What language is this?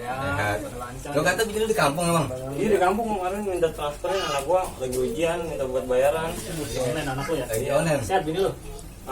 Betawi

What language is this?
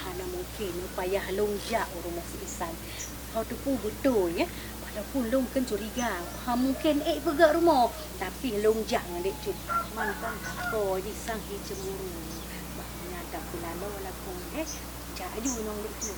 Achinese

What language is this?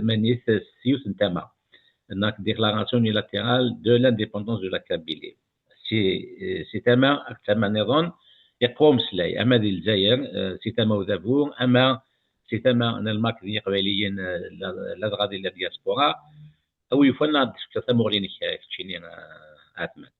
Kabyle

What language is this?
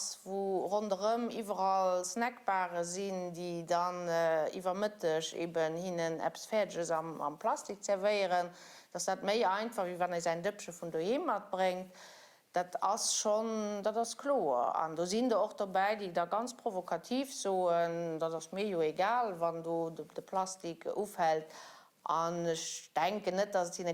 Luxembourgish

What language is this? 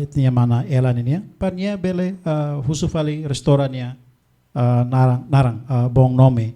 Tetum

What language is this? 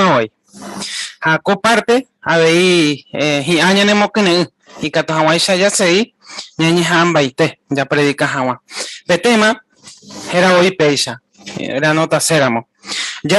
Guarani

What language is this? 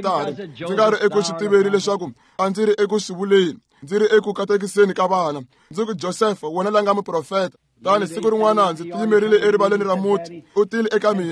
Tsonga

